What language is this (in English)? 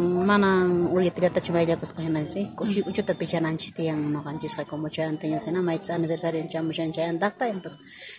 South Bolivian Quechua